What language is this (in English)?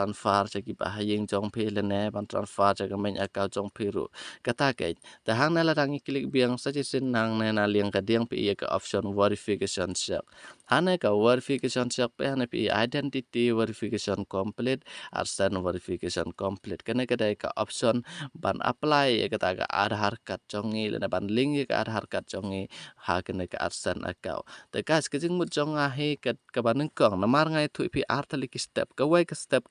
Khasi